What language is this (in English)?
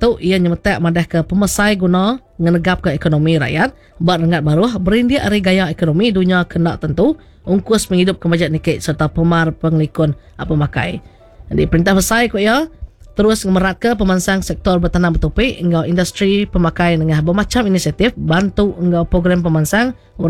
Iban